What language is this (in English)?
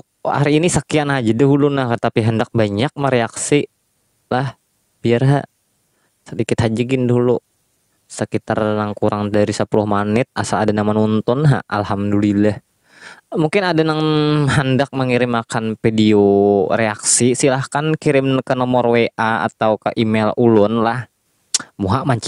Banjar